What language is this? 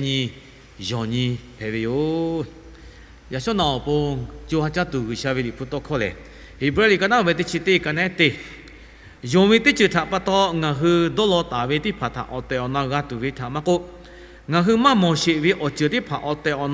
Lahu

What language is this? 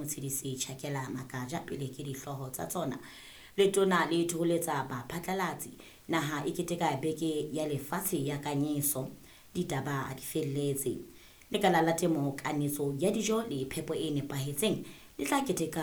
Southern Sotho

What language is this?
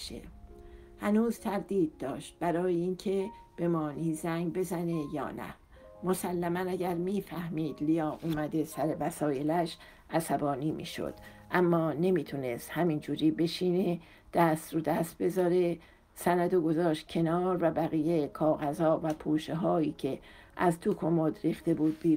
Persian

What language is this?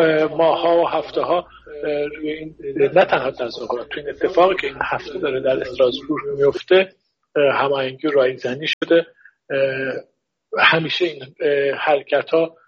Persian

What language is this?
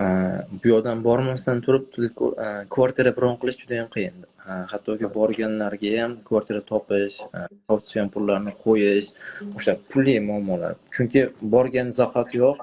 Uzbek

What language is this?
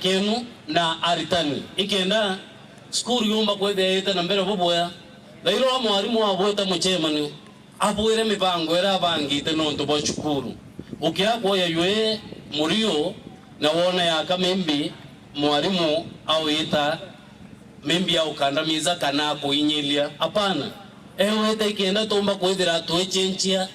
Meru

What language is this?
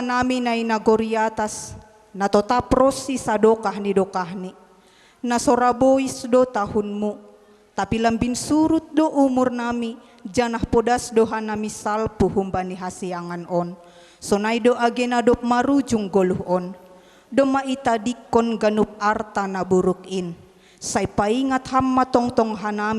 Batak Simalungun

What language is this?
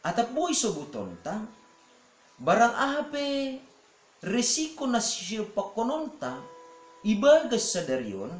Batak Simalungun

